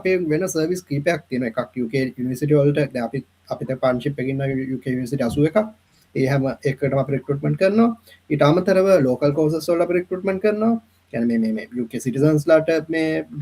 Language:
Sinhala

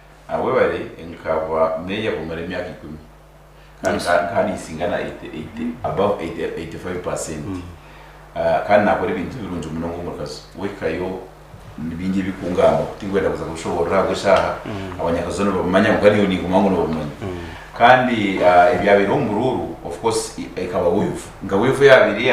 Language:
Nyankole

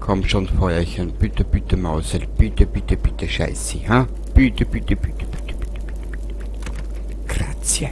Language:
Bavarian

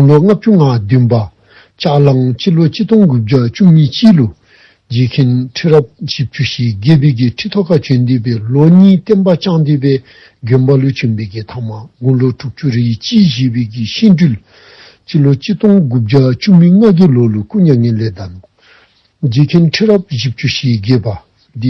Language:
Dzongkha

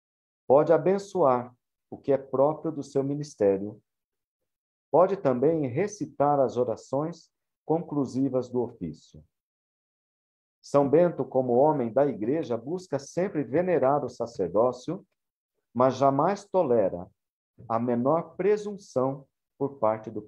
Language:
Portuguese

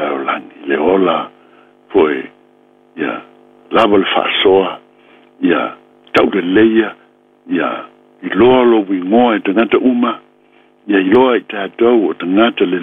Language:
Samoan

